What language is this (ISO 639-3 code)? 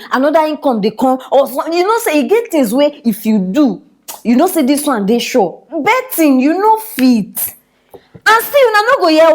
pcm